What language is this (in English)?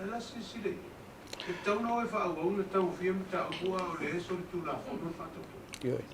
Samoan